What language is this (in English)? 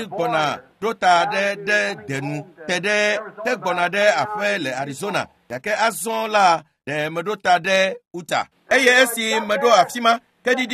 Ewe